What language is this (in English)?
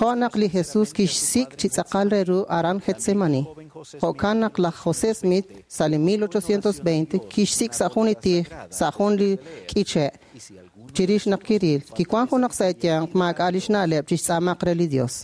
Kekchí